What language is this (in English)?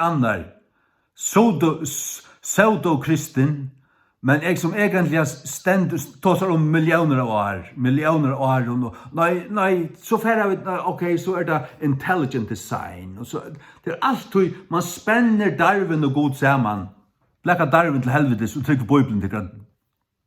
Faroese